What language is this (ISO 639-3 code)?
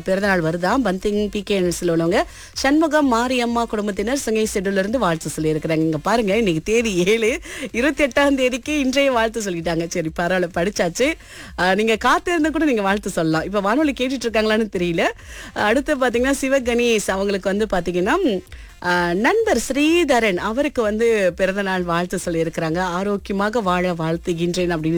tam